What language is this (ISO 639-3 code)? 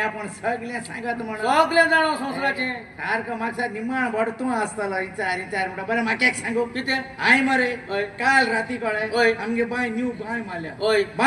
kok